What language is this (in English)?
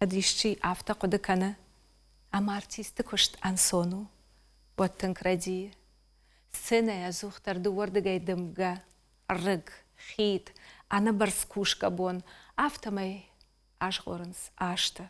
Ossetic